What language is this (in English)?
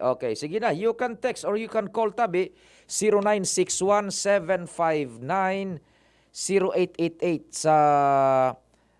Bikol